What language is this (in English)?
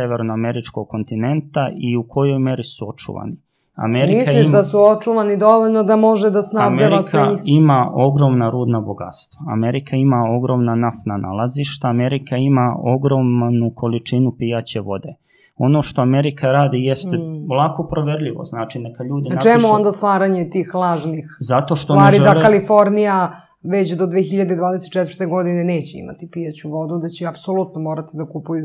Serbian